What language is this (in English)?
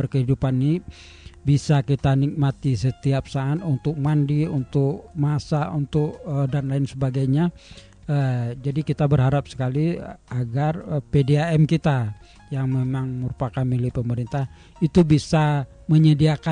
Indonesian